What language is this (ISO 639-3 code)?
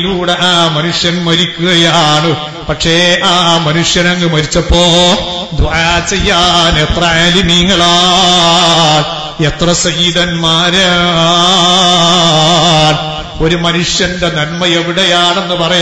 mal